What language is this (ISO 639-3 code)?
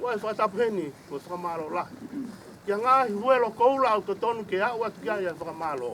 ton